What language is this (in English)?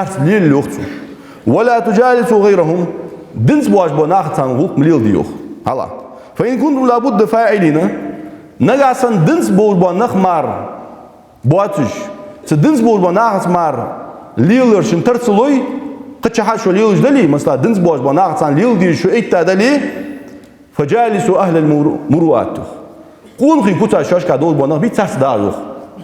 Ingush